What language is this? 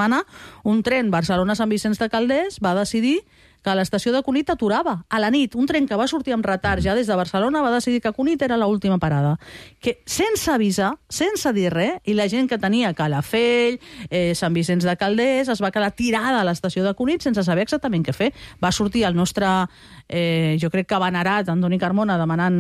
Catalan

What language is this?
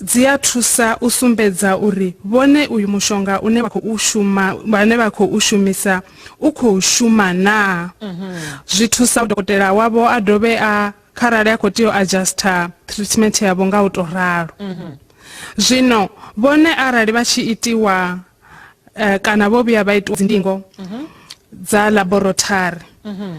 Venda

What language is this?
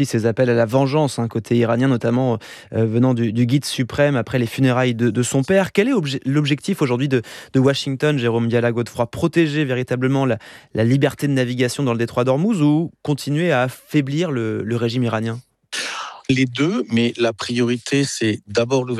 French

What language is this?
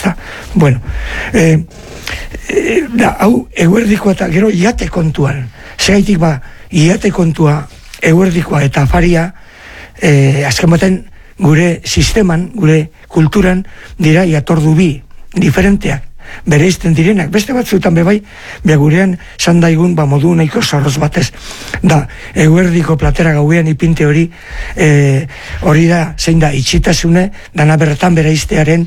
Basque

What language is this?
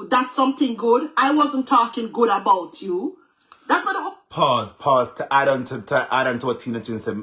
Jamaican Creole English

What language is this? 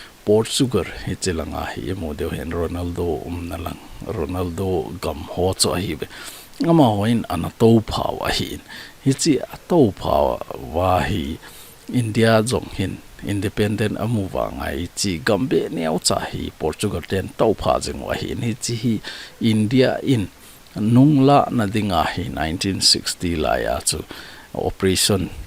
Thado Chin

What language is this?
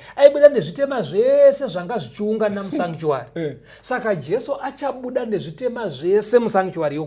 Shona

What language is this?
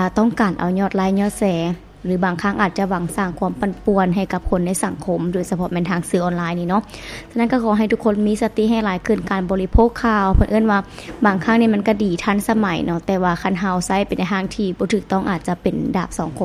Lao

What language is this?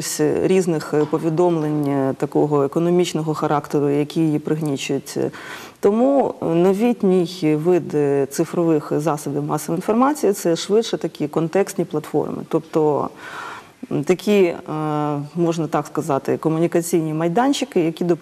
Ukrainian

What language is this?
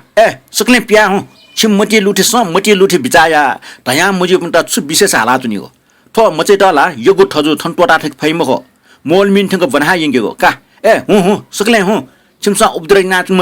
Newari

